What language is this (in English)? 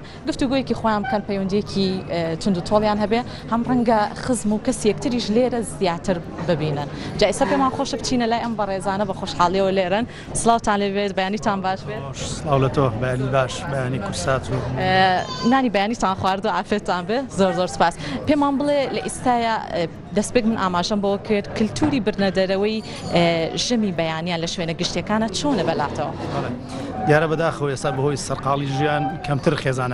Central Kurdish